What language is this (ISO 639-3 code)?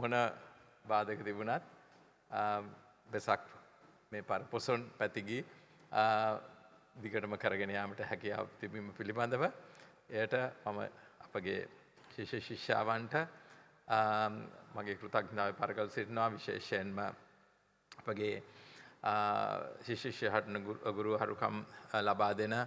sin